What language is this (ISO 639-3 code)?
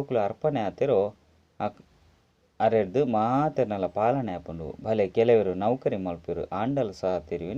tcy